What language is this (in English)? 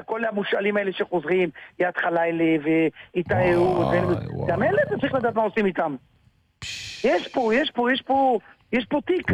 Hebrew